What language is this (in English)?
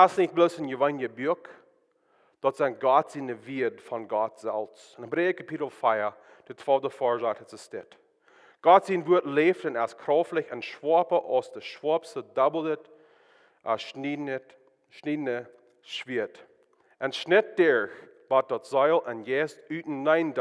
Plautdietsch